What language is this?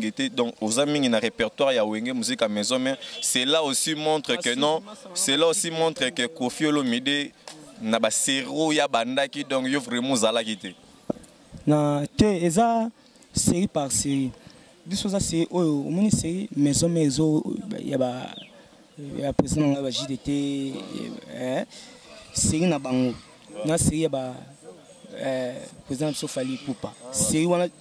Lingala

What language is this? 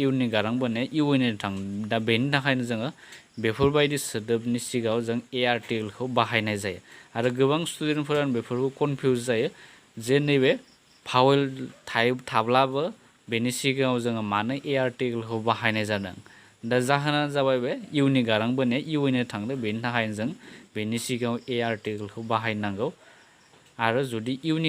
Bodo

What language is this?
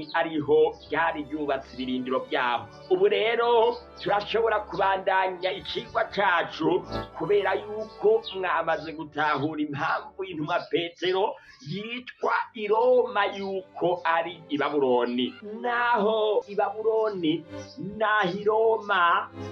Rundi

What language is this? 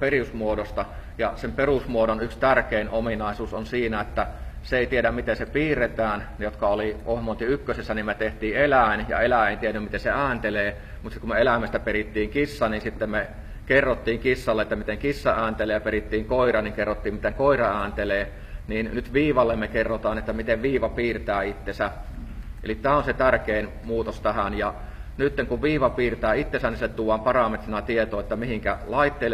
Finnish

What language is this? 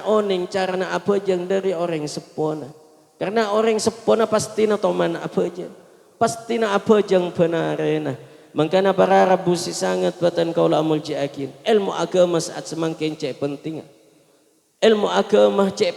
Madurese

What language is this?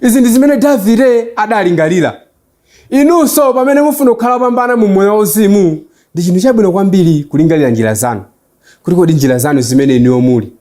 Nyanja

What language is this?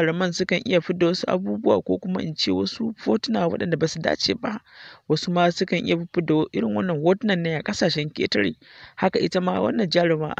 Hausa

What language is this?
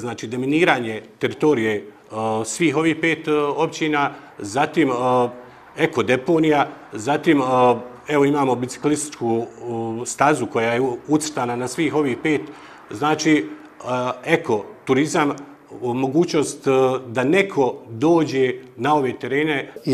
Bosnian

